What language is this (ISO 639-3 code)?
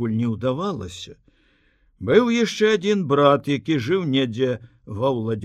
bel